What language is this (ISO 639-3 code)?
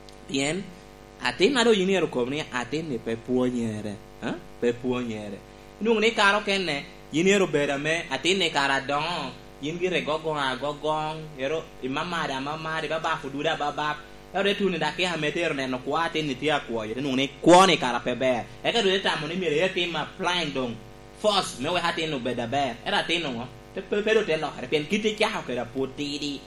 laj